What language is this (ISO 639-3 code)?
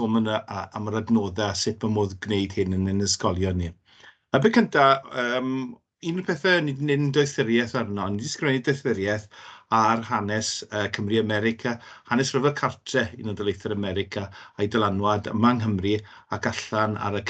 cym